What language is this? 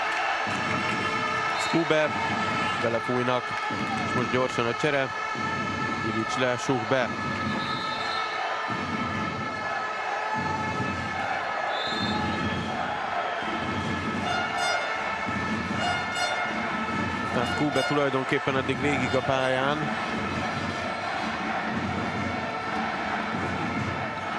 Hungarian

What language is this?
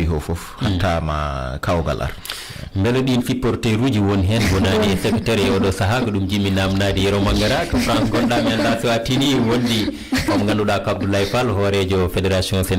Fula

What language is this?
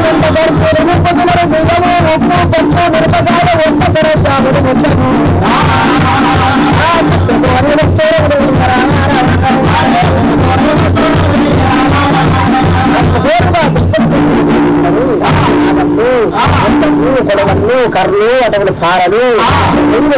Telugu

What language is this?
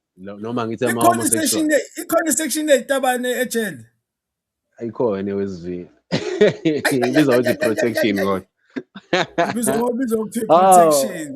Zulu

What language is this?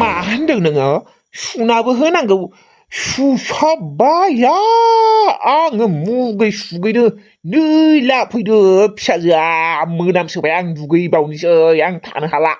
Bodo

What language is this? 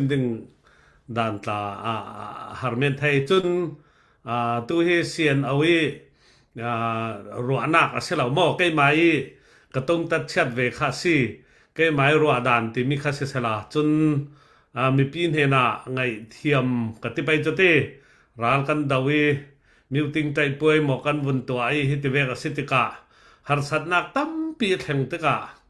Falam Chin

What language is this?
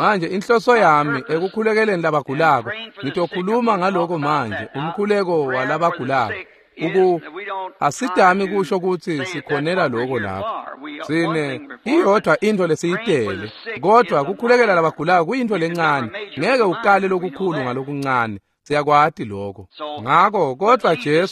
Swati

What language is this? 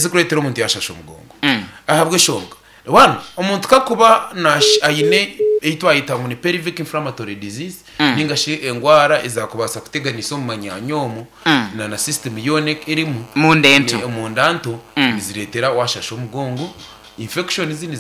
Nyankole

